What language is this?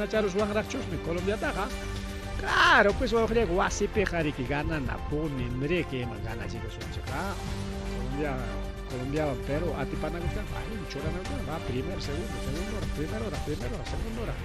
Ayacucho Quechua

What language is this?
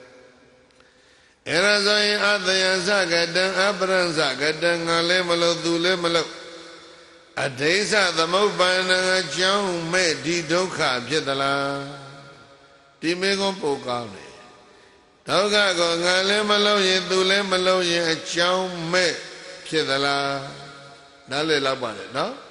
Burmese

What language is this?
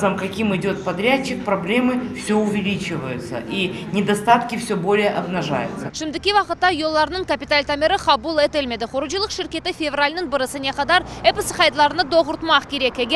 Crimean Tatar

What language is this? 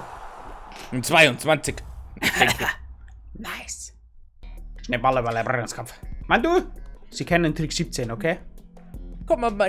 Bavarian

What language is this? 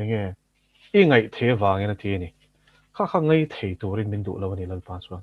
Mizo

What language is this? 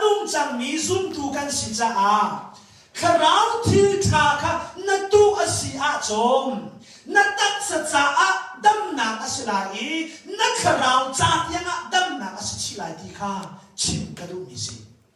Hakha Chin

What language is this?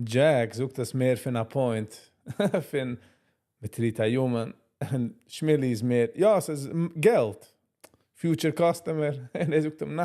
Yiddish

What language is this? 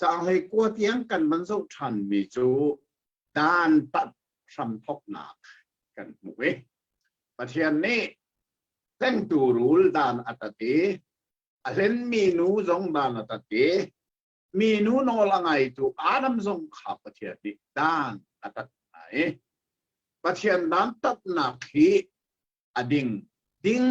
Hakha Chin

